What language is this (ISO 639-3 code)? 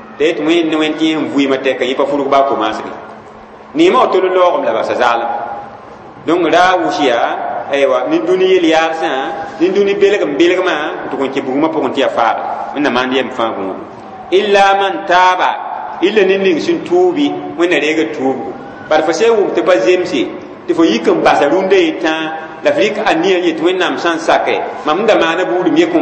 mos